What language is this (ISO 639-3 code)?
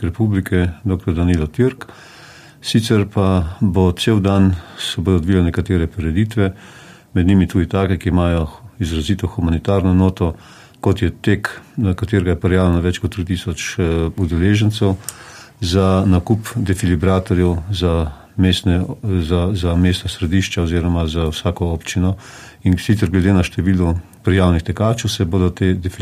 slv